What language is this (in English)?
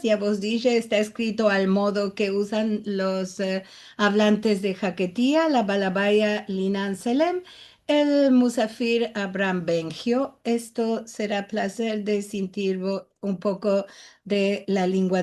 Ladino